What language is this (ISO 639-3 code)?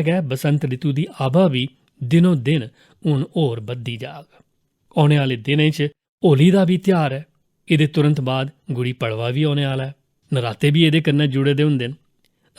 doi